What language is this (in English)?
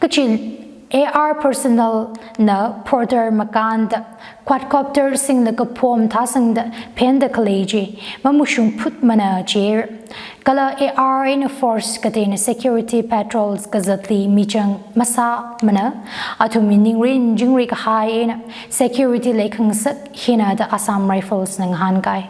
Tangkhul Naga (India)